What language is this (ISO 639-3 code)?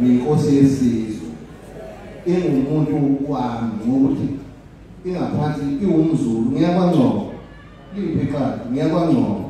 zul